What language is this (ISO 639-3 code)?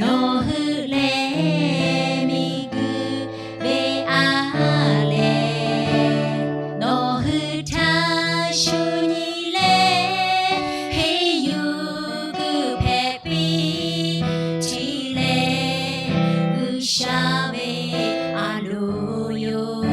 lhu